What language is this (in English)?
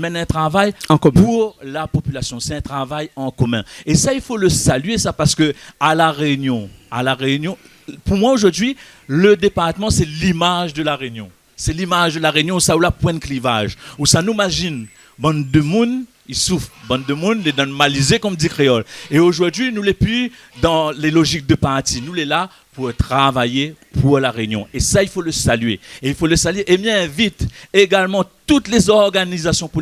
Réunion Creole French